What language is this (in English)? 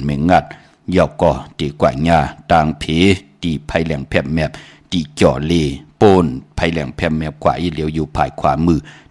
Shan